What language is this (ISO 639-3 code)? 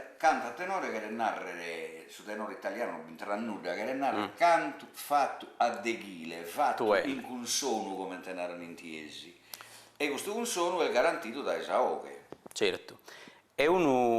srd